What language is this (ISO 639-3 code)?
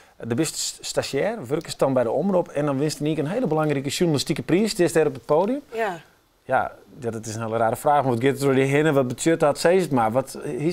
fry